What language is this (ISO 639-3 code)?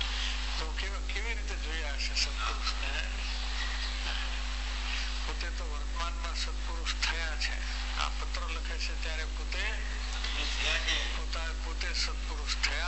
guj